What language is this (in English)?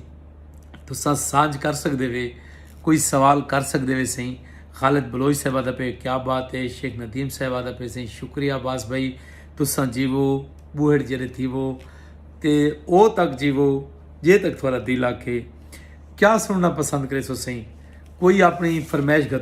Saraiki